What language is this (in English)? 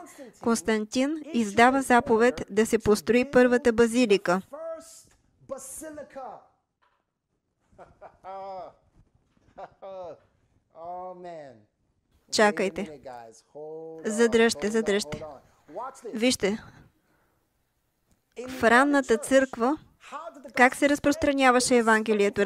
Bulgarian